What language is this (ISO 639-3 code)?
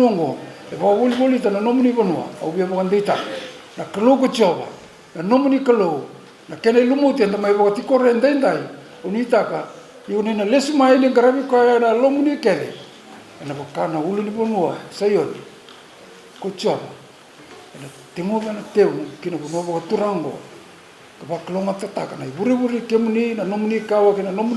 fij